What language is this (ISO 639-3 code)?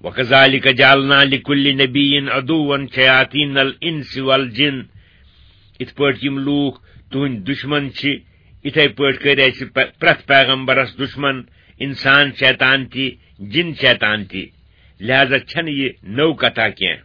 kas